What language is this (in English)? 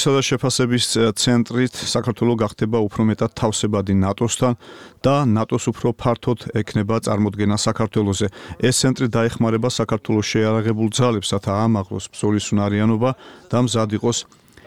Georgian